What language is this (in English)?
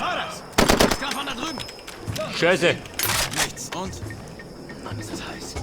Bavarian